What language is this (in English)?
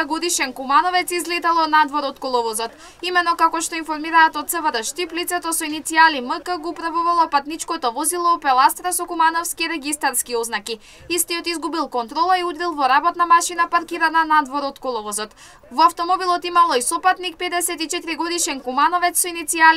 Macedonian